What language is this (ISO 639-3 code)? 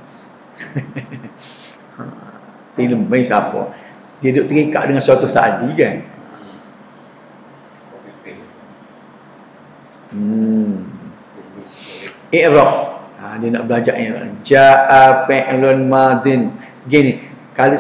msa